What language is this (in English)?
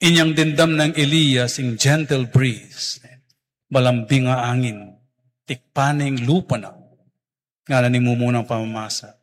Pampanga